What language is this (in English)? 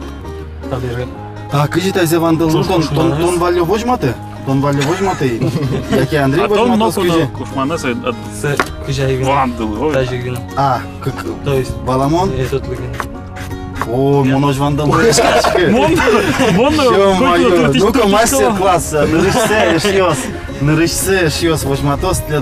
Udmurt